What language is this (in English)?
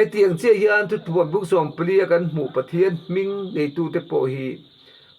Mizo